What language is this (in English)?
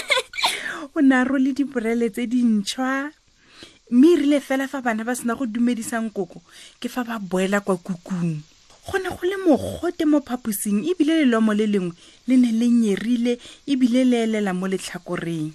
Tswana